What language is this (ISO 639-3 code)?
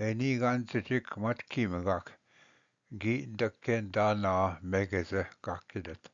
oji